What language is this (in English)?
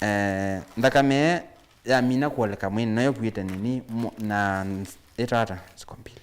Kamba